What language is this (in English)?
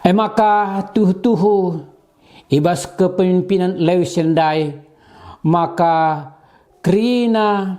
Batak Karo